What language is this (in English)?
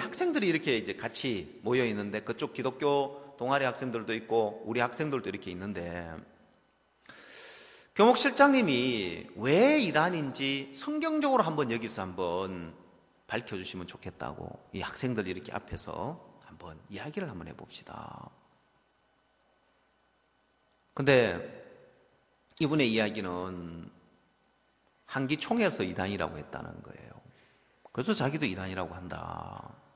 Korean